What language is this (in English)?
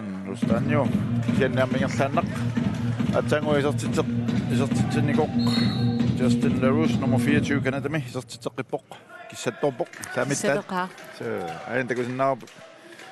Kalaallisut